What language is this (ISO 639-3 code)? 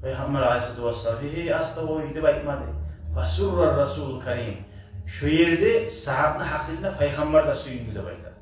kum